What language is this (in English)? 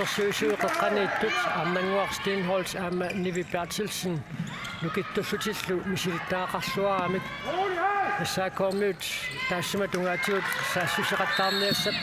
Kalaallisut